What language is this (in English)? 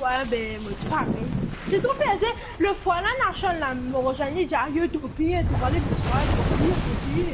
Morisyen